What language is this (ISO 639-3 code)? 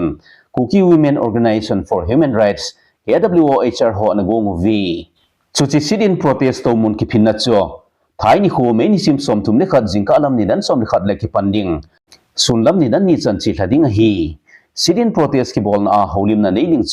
tcz